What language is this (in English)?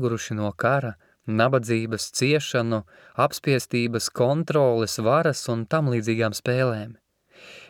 Latvian